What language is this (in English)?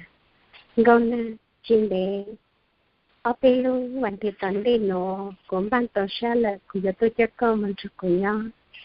Hmong